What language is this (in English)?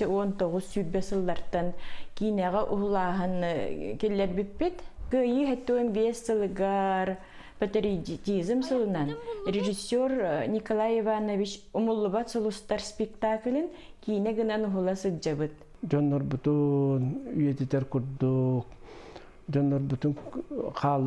Yakut